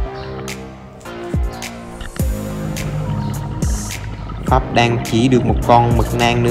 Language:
Vietnamese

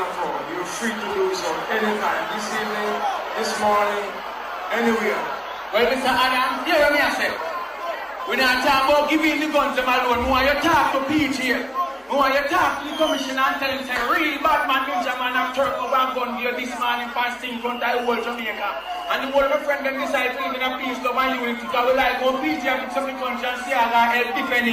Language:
Jamaican Creole English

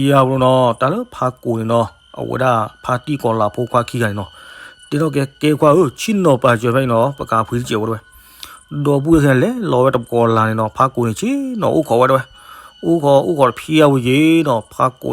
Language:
S'gaw Karen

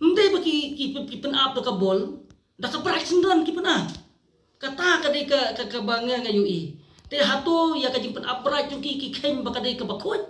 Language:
Khasi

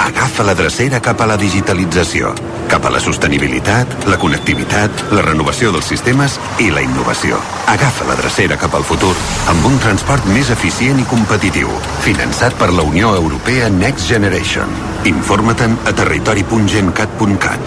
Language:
Catalan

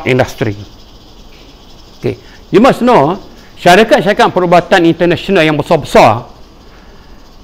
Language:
Malay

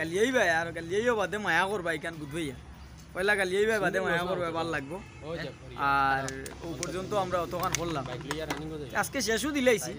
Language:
Sylheti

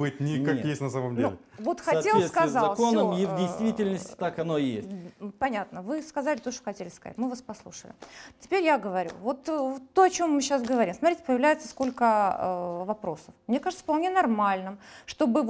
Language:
Russian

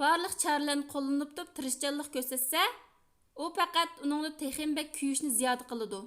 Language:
Uyghur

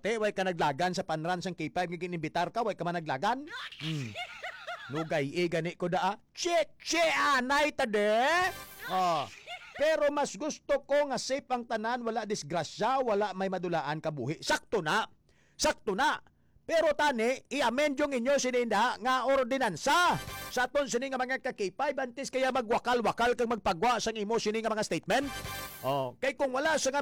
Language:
Hiligaynon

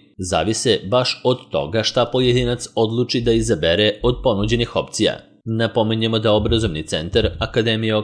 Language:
Serbian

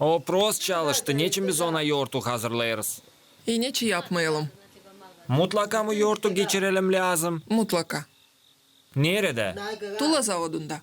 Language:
Gagauz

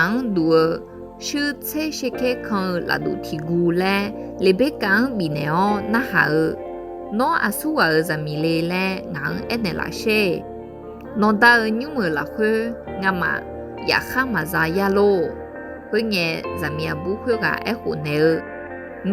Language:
Akha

